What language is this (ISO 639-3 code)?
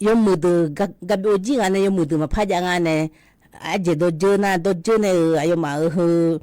ahk